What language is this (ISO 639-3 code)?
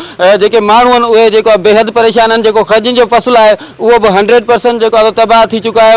snd